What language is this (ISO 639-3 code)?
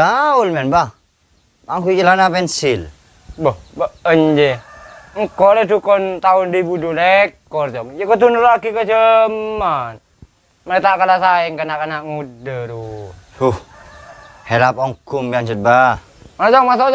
mad